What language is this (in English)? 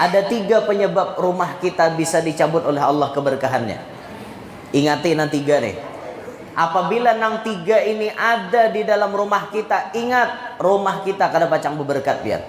Banjar